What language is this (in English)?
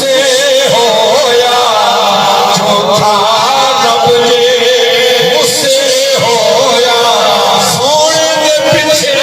Saraiki